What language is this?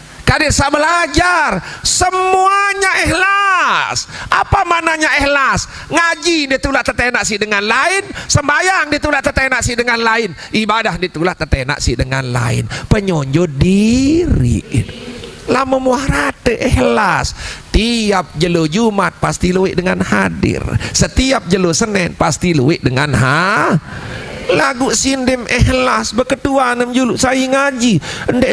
Sasak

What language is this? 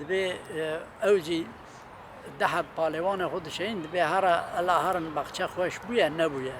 Kurdish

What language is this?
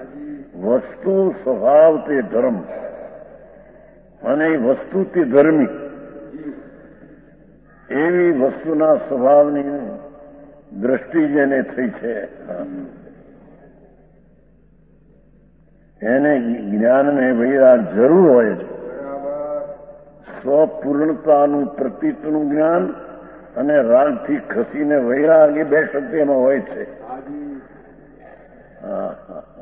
Gujarati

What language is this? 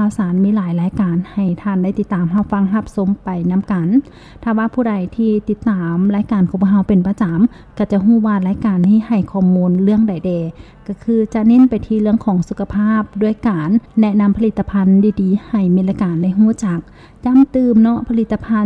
Lao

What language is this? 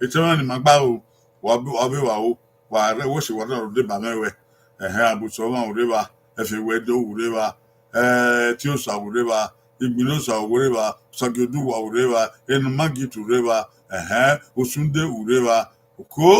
Bini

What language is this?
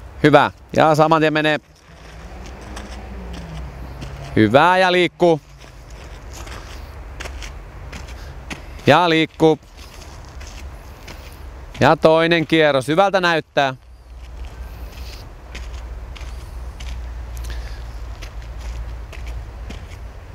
Finnish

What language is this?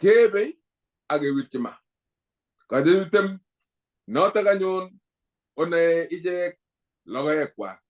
Kalenjin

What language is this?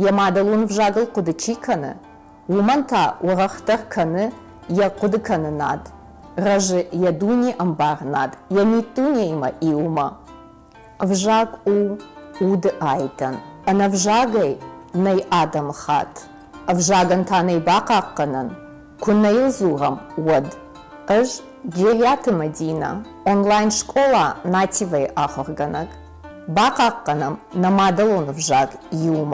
Ossetic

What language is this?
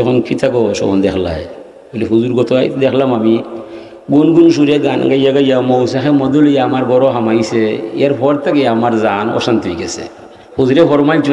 Sylheti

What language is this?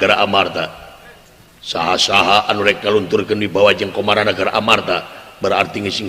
Sundanese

